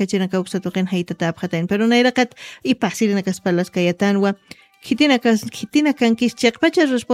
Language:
Aymara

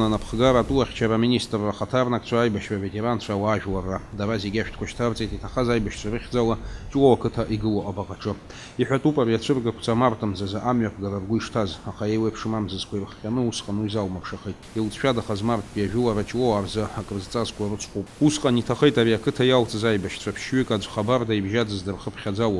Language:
Abkhazian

